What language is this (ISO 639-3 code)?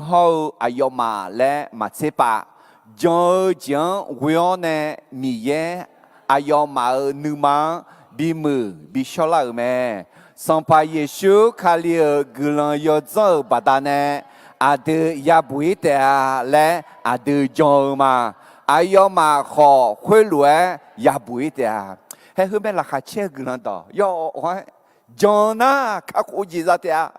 ahk